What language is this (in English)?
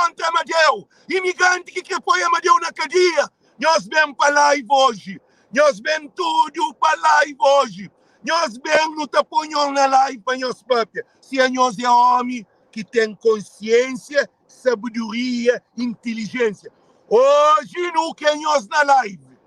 Kabuverdianu